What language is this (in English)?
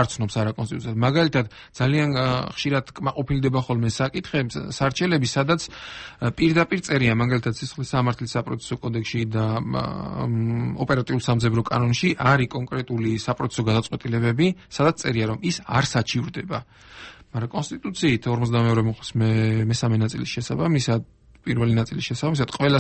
Georgian